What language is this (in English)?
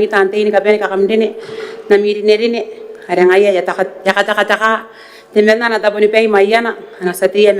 Gilbertese